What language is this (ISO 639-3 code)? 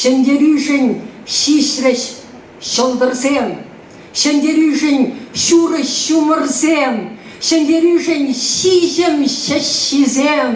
chv